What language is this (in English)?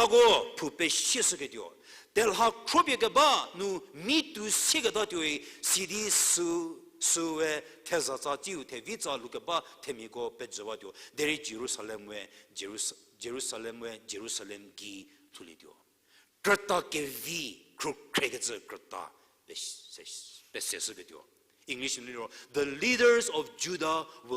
Angami Naga